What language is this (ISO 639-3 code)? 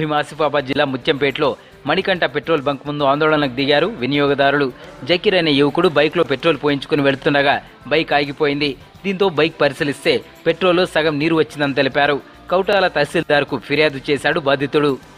tel